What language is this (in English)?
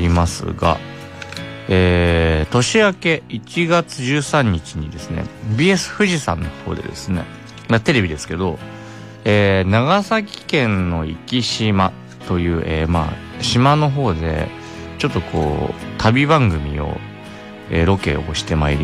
Japanese